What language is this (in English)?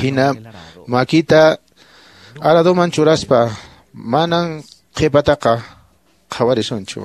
Quechua